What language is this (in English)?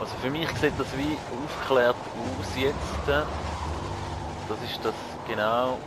Swiss German